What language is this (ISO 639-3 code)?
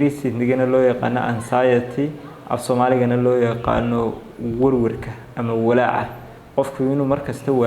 som